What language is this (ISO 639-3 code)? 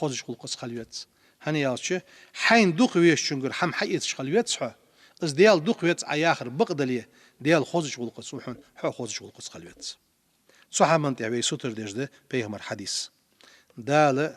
inh